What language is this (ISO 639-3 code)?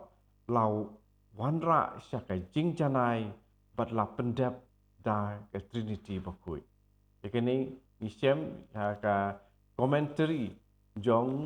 kha